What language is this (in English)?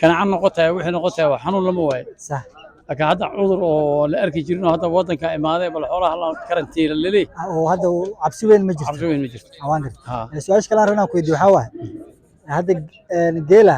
Somali